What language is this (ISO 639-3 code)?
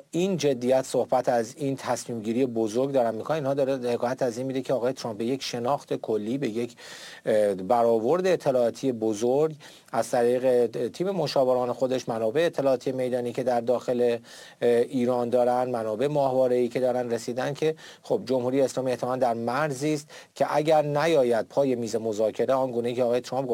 fas